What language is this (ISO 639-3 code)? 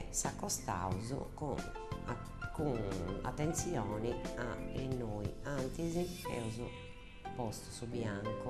srd